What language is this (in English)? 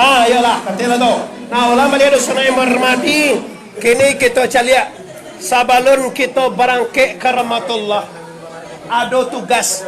Minangkabau